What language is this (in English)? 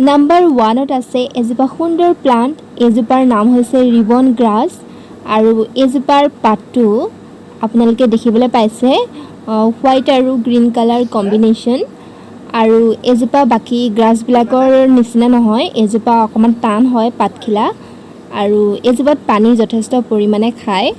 Assamese